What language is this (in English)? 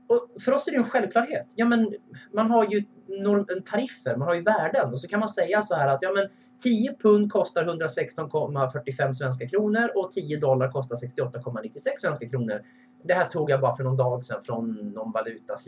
Swedish